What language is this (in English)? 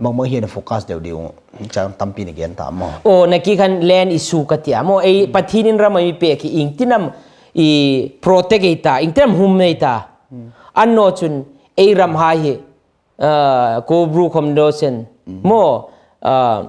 Hmar